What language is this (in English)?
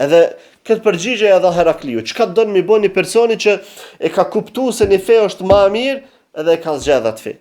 Albanian